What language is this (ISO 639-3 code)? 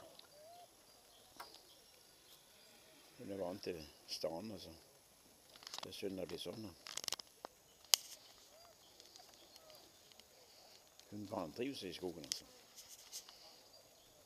nor